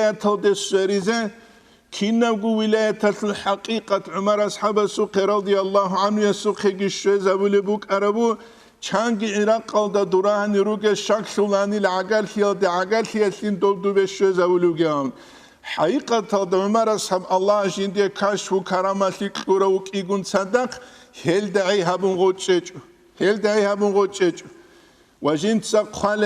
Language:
Avaric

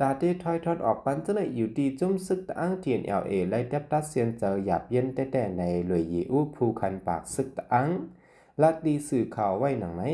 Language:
Shan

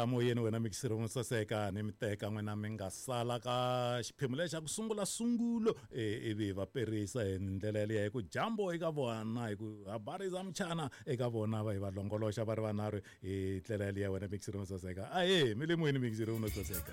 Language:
Tsonga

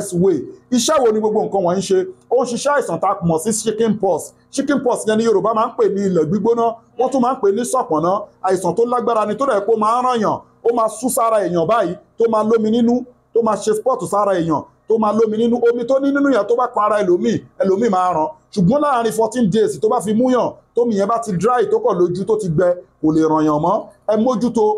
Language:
Yoruba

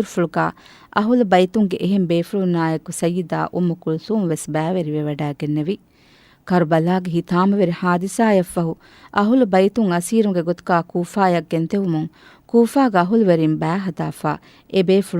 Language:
Divehi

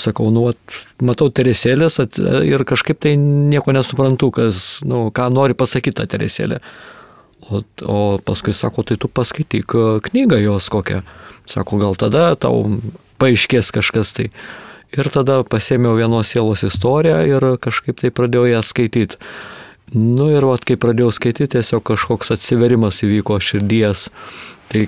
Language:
Lithuanian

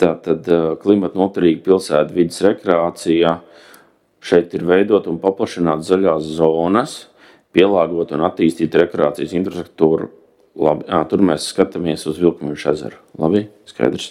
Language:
Latvian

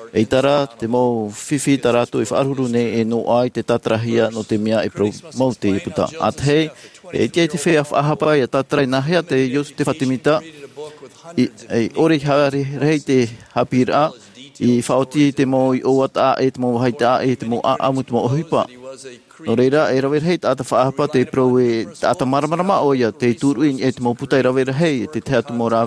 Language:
Tahitian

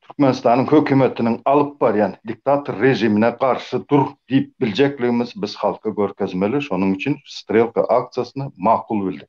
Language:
Turkmen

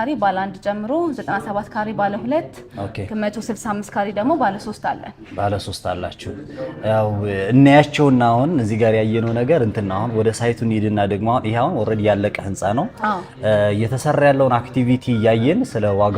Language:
Amharic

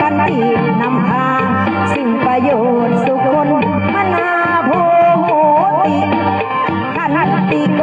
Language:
Northeastern Thai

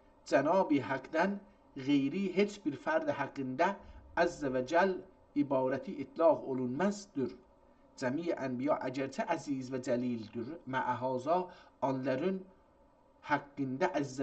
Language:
South Azerbaijani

